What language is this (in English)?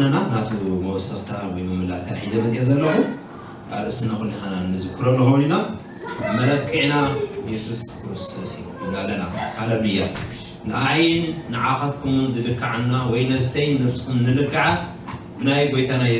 Tigrinya